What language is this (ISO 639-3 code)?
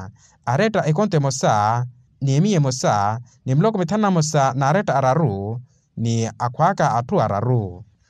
vmw